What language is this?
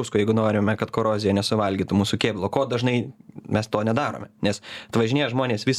Lithuanian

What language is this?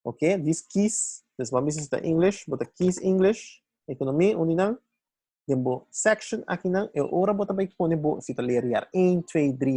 Papiamento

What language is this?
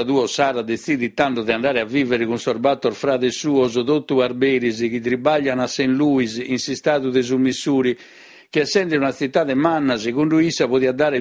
Sardinian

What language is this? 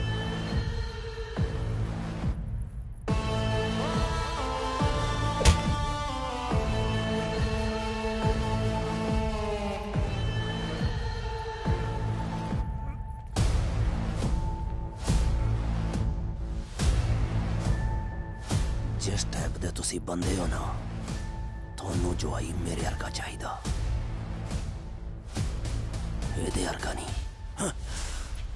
Punjabi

